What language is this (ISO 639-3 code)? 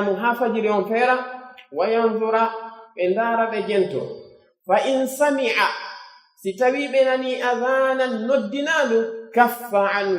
fuf